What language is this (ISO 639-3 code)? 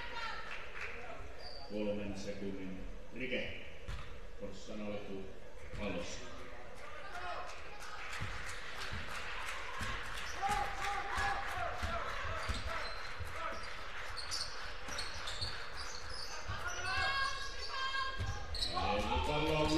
fin